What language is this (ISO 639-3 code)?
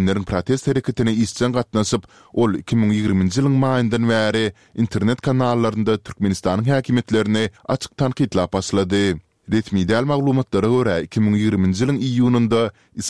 tuk